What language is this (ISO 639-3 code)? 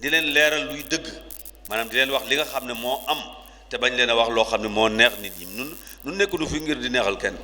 wol